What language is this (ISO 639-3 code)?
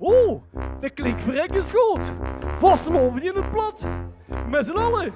lim